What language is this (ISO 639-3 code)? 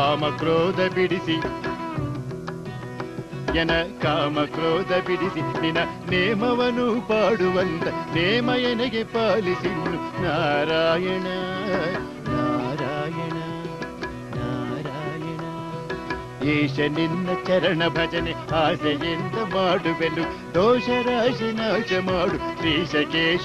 kan